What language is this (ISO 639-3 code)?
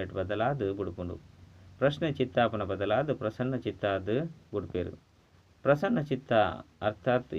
tcy